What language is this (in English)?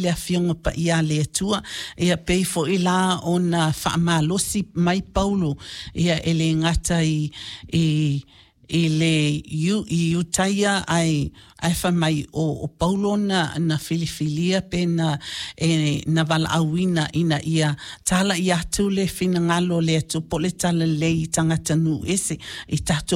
Samoan